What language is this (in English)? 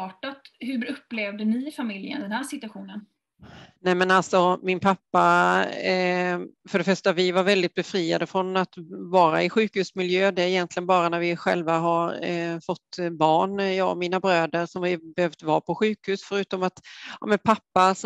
Swedish